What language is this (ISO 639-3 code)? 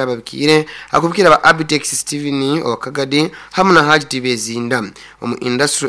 nyo